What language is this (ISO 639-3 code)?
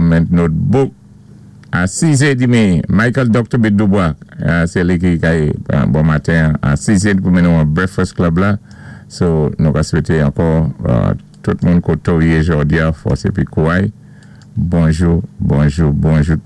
acf